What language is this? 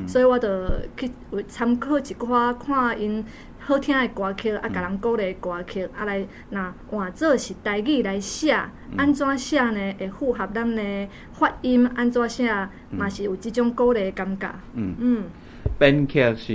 Min Nan Chinese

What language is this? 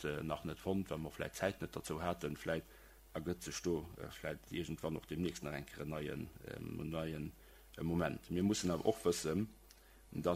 Luxembourgish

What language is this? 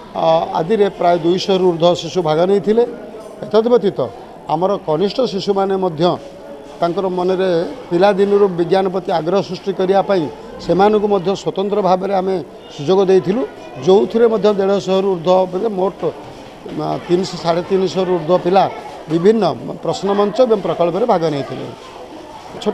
Odia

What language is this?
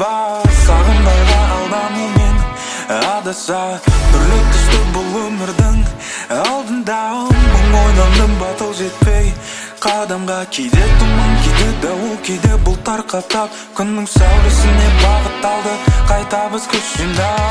Kazakh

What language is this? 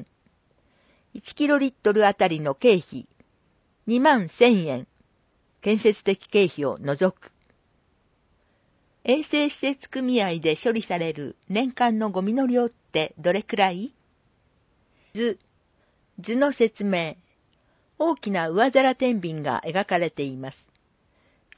Japanese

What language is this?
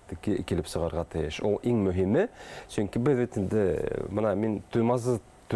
Bashkir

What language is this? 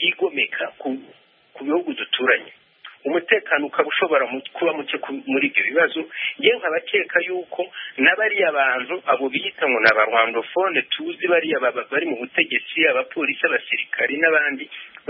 Kinyarwanda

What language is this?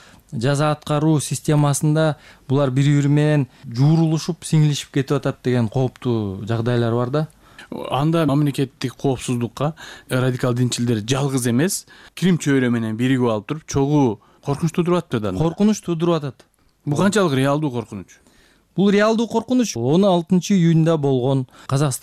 Kyrgyz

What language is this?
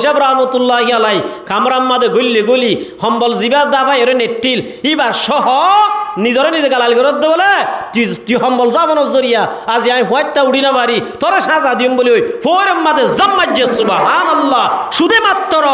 Rohingya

